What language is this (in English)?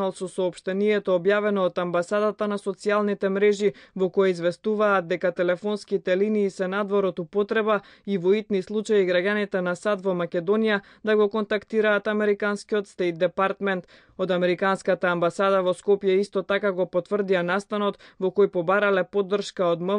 Macedonian